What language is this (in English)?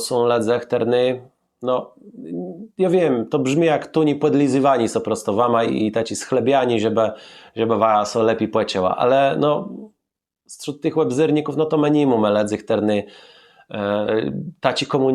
Kashubian